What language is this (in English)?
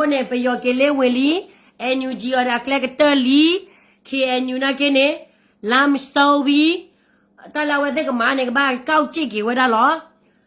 S'gaw Karen